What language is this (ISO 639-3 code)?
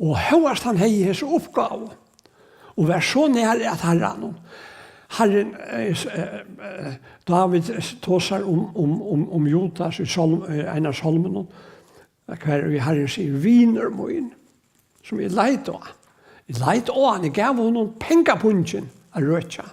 fao